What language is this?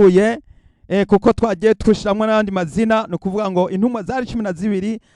Rundi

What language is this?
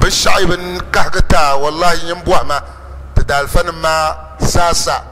Dagbani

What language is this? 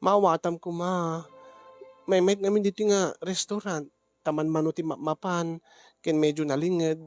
Iloko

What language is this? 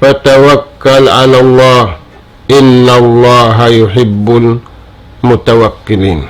Tausug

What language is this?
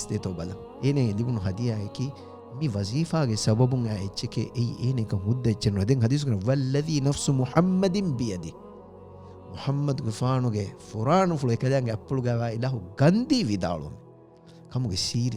Divehi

